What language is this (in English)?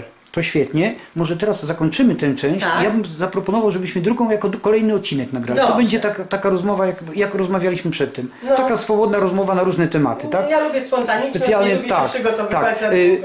Polish